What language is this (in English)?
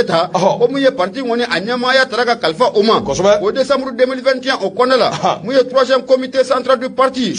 Bambara